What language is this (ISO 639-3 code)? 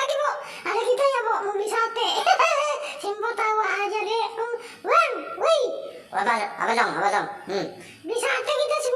bew